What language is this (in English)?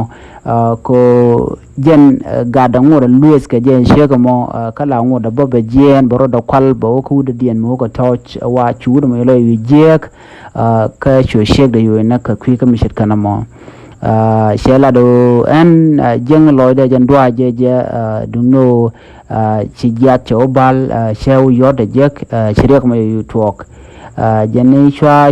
Nuer